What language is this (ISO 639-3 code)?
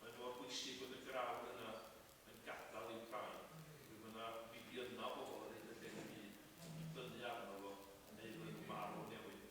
cym